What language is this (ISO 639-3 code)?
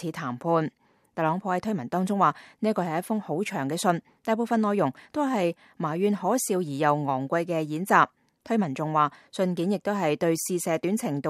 yue